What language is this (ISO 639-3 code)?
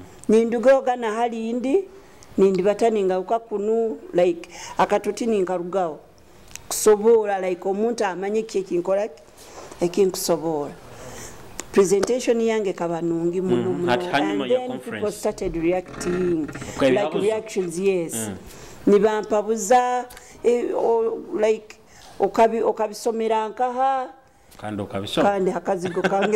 nyo